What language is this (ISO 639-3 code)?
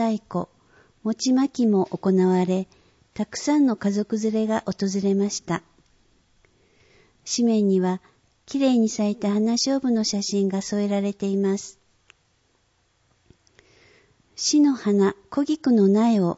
jpn